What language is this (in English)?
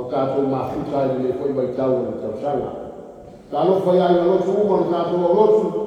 Samoan